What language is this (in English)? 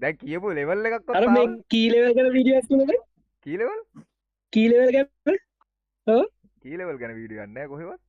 Sinhala